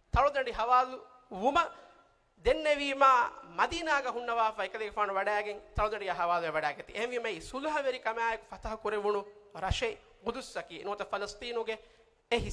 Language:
Divehi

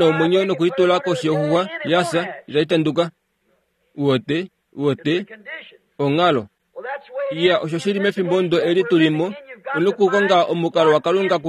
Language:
Kuanyama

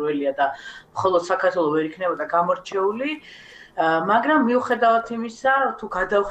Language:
Georgian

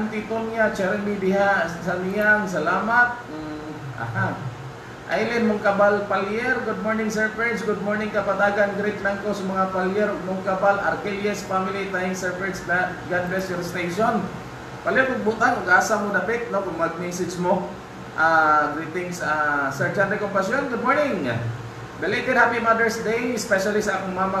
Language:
Cebuano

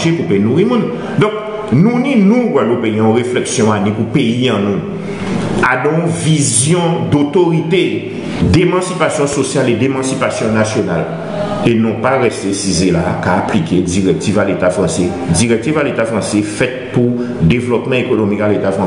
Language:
Guadeloupean Creole French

